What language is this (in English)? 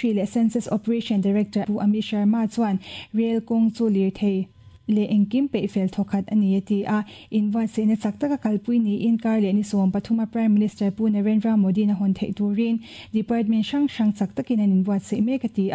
Mizo